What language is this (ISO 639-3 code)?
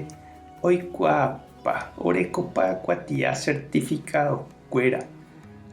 grn